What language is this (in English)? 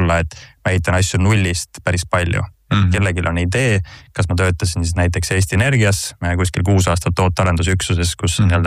Estonian